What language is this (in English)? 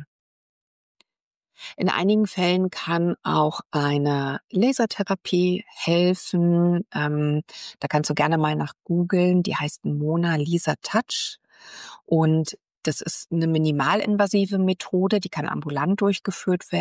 German